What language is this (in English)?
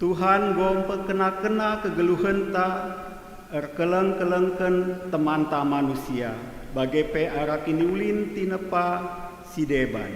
Batak Karo